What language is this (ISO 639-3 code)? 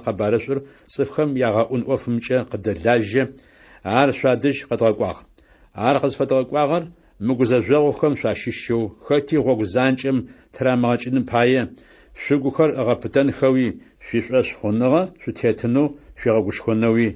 ady